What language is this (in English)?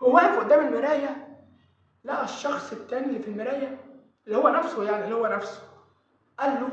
Egyptian Arabic